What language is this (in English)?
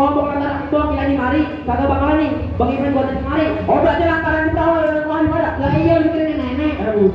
Betawi